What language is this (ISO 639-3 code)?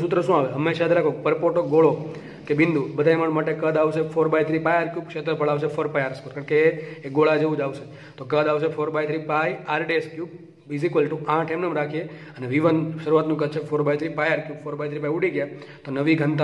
guj